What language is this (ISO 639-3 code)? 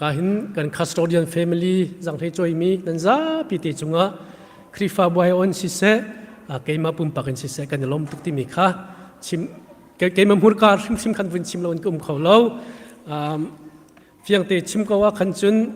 cnh